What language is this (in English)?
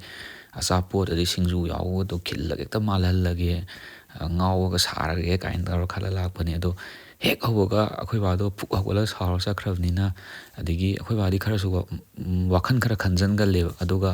Manipuri